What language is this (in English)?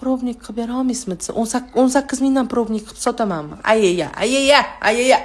Uzbek